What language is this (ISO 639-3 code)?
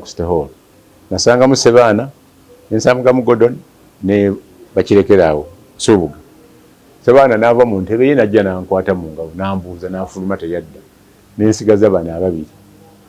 lug